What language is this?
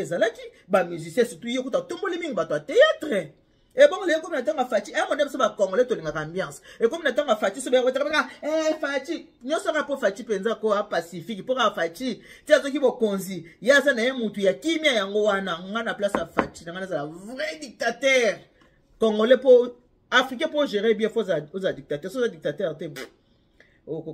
Lingala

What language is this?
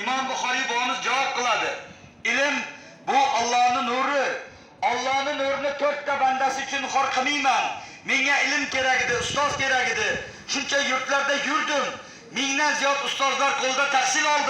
Uzbek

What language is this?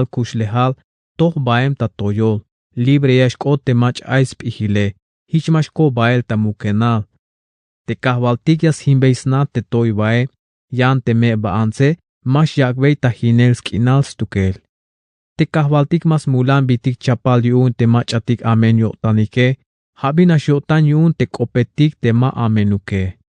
Tzeltal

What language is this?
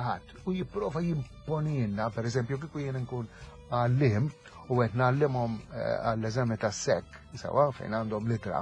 Maltese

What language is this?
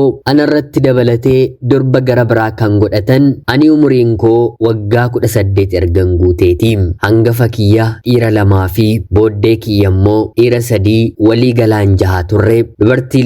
Oromo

